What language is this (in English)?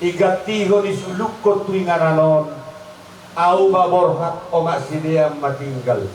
Batak Toba